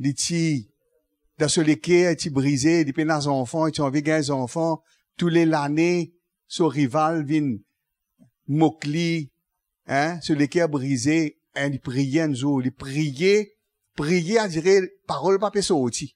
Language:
Morisyen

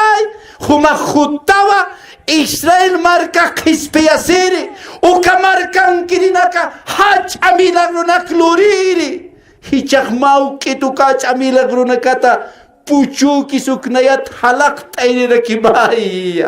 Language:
Aymara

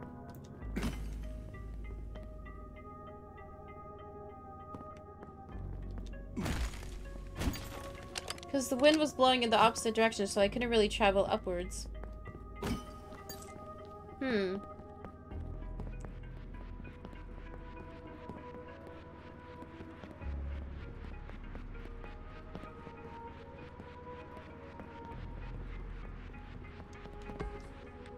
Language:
English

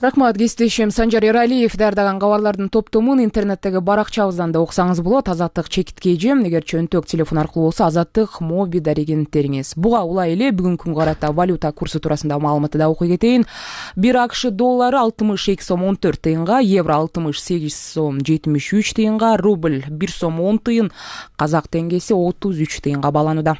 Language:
Kyrgyz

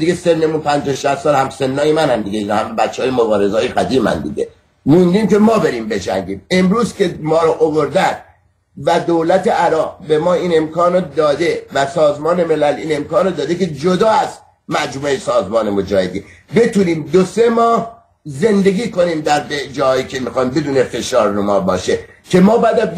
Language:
Persian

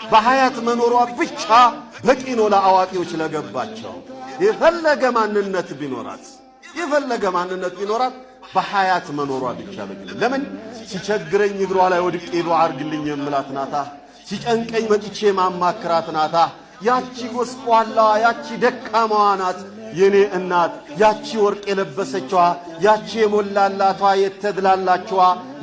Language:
Amharic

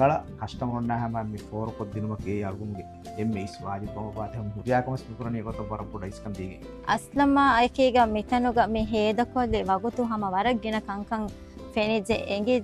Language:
Divehi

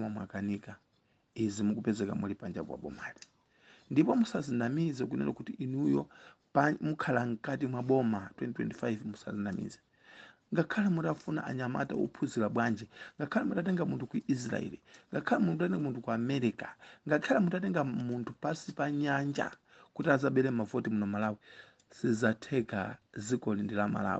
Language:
Nyanja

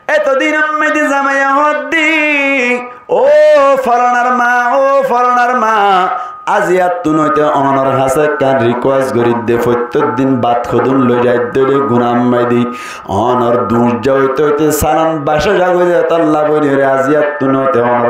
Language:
Rohingya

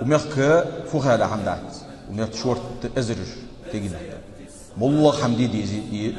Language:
Ingush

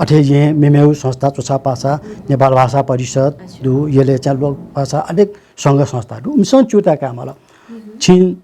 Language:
Newari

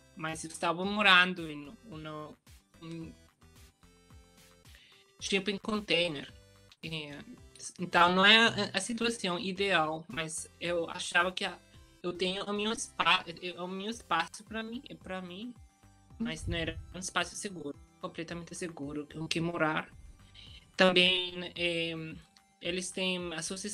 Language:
Portuguese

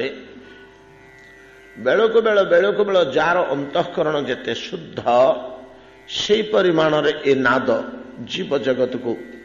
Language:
Odia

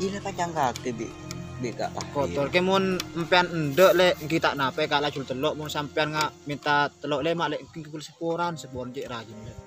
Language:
Madurese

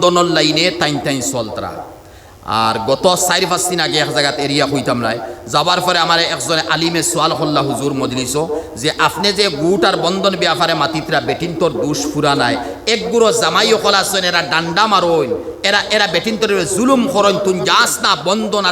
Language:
Sylheti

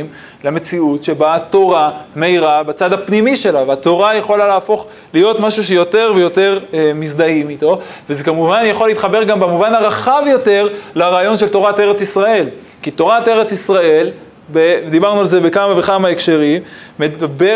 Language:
Hebrew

